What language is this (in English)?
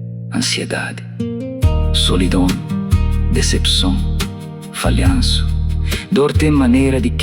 Kabuverdianu